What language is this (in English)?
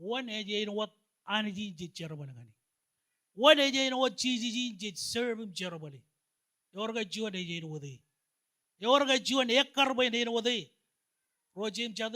Marshallese